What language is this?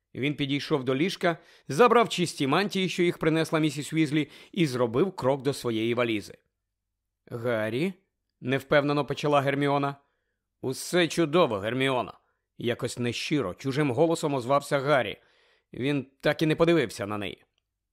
Ukrainian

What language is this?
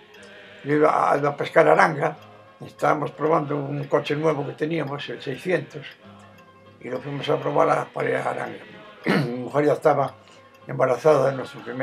Spanish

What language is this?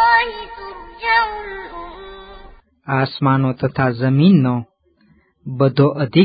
Gujarati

